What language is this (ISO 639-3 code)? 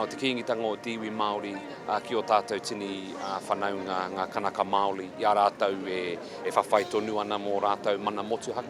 mri